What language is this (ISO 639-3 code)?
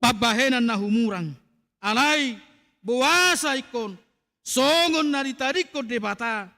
bbc